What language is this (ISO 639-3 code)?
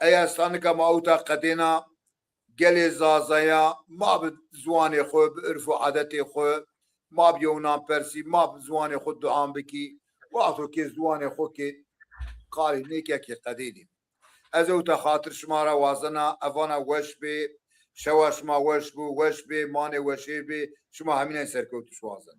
zza